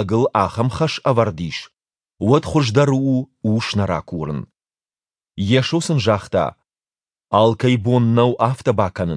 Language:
Ossetic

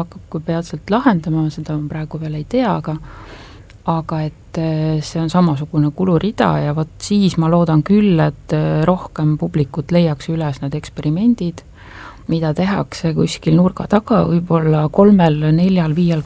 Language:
Estonian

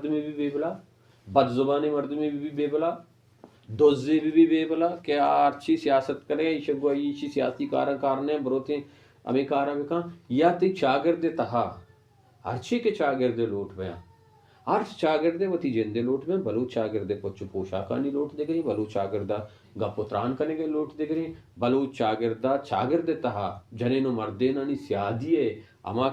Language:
Baluchi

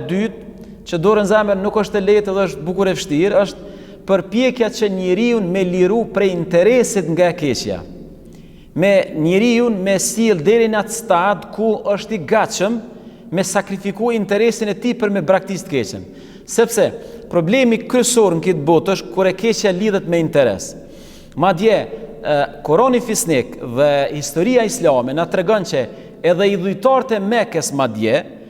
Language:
Albanian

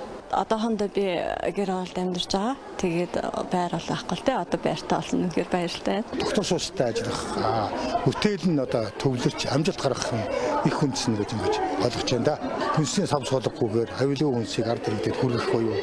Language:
Mongolian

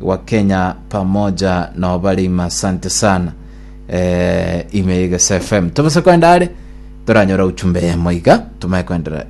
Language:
Gusii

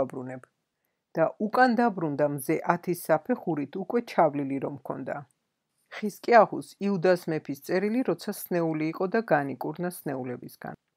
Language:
Georgian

